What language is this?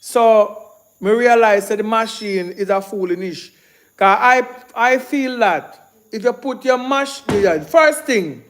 Jamaican Creole English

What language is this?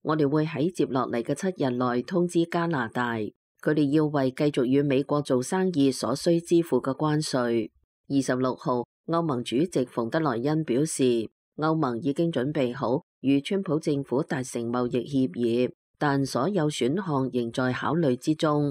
Cantonese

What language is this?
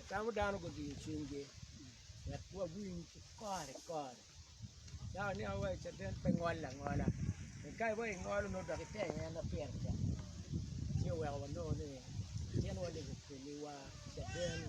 Acoli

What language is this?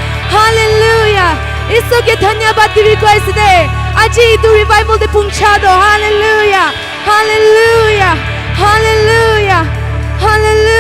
Naga Pidgin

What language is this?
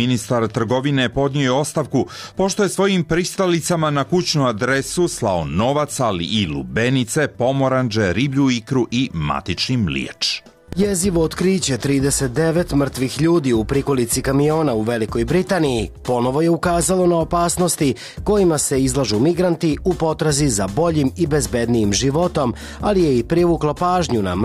Serbian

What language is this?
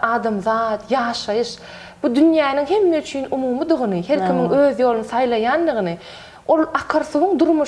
Turkmen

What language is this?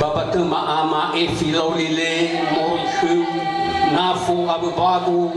Nias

